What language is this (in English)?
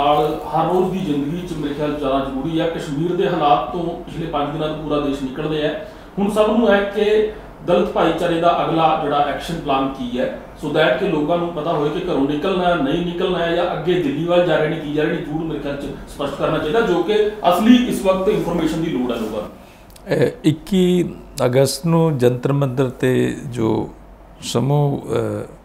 Punjabi